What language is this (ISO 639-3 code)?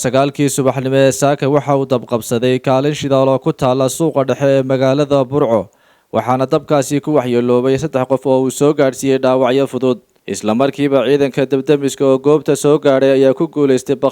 som